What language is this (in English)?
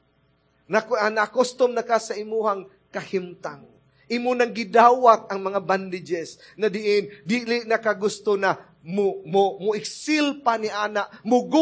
Cebuano